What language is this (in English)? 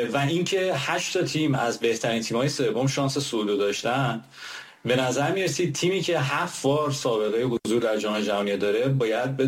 Persian